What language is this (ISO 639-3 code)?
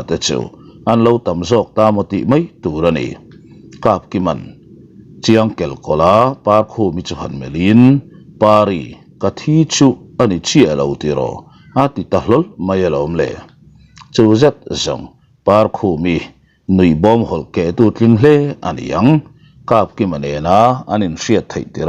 lus